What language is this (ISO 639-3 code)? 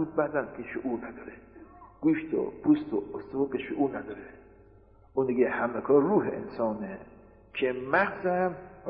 fas